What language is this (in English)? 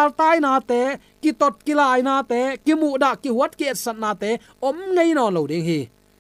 Tedim Chin